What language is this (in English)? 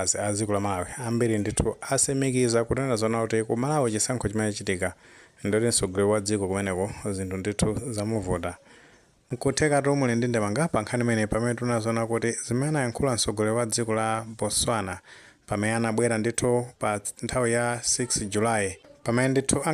Nyanja